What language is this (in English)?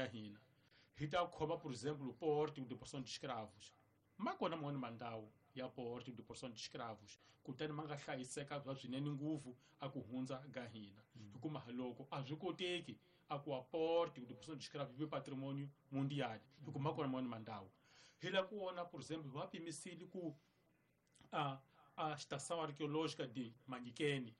Tsonga